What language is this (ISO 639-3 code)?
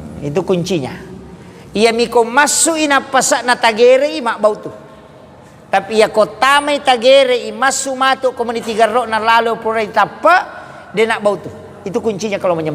bug